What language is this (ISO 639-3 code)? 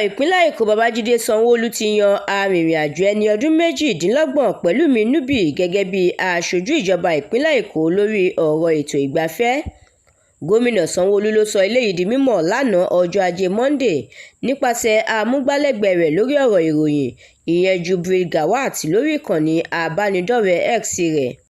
yor